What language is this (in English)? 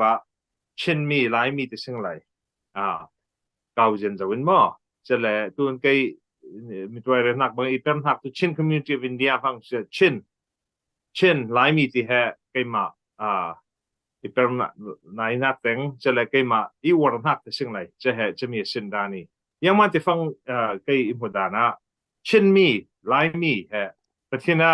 Falam Chin